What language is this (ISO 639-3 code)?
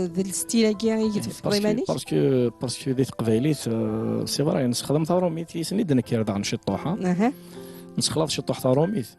kab